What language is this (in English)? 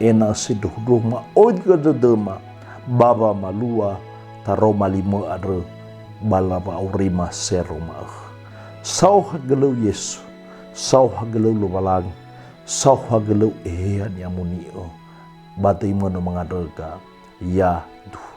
Nias